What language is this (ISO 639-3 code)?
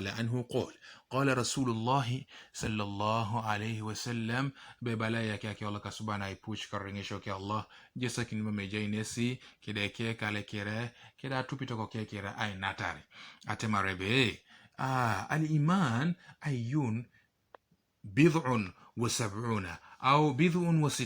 teo